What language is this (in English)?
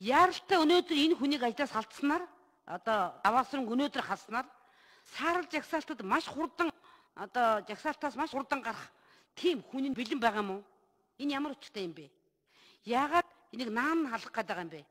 Mongolian